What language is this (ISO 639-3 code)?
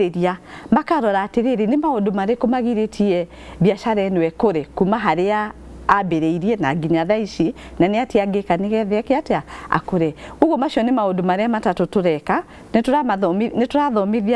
kik